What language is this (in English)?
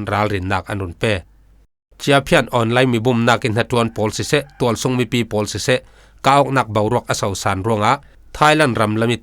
Falam Chin